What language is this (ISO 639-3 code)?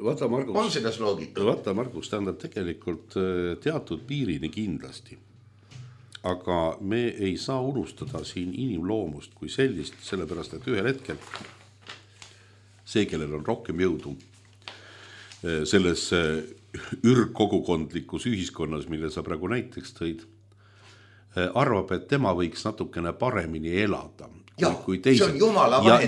est